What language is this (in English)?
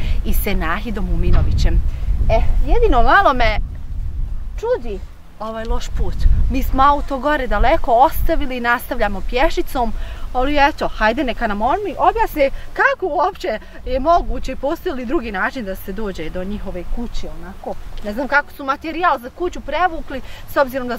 Bosnian